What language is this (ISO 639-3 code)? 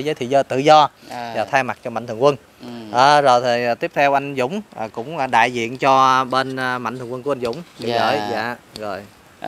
vie